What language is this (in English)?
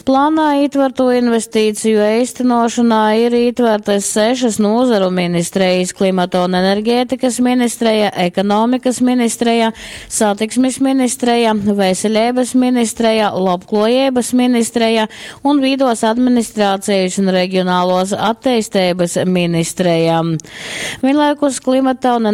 Latgalian